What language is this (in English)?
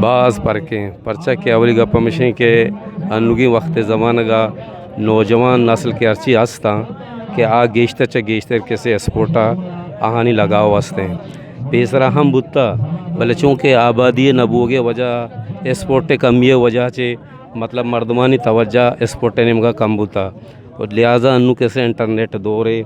Eastern Balochi